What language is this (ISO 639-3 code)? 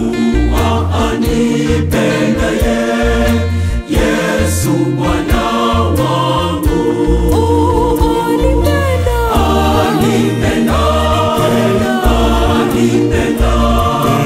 swa